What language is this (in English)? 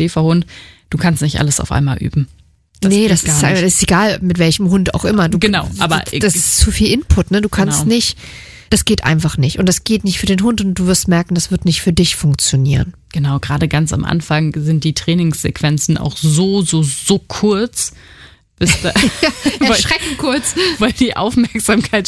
German